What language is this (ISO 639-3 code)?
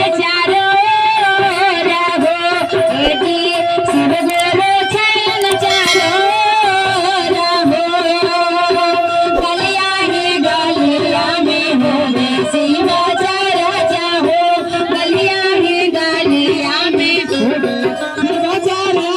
bho